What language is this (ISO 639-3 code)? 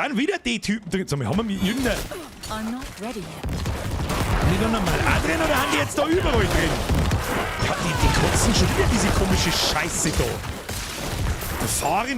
bar